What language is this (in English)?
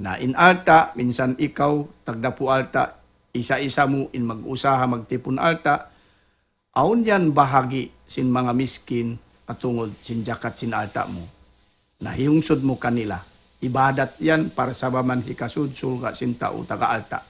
Tausug